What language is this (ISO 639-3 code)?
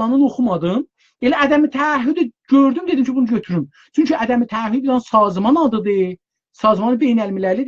azb